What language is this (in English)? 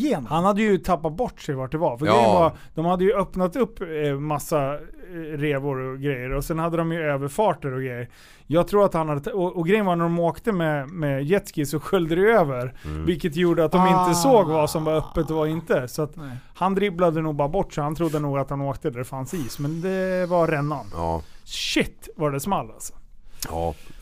Swedish